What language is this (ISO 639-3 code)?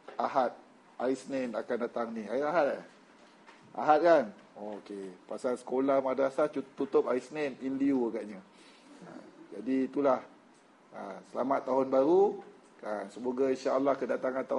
msa